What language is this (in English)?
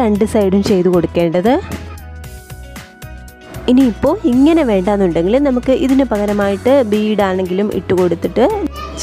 Malayalam